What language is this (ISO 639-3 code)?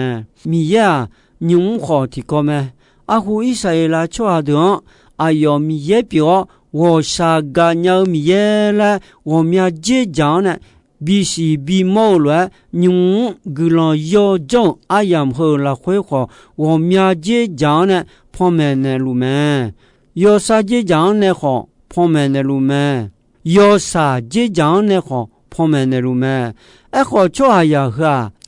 ahk